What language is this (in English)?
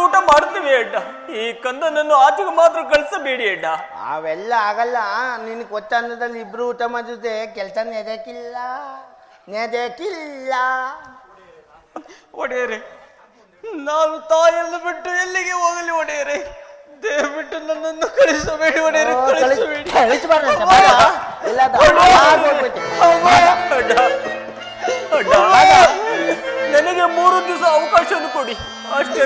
Kannada